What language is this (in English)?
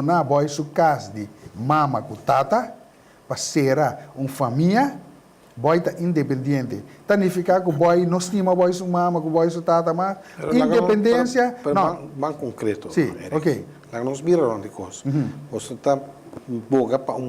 Papiamento